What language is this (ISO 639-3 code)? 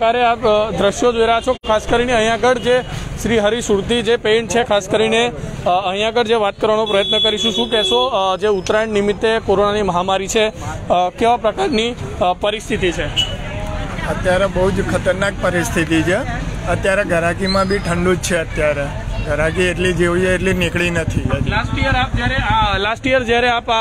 guj